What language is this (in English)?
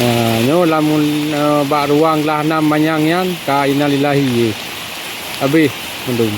Achinese